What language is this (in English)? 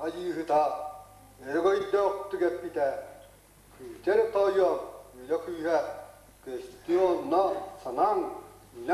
Yakut